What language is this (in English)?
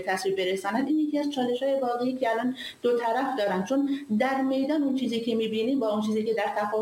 Persian